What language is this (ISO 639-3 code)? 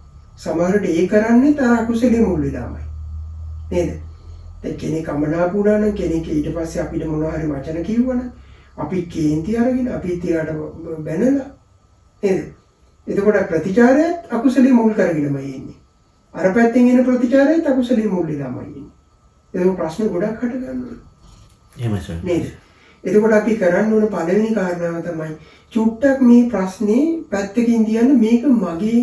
sin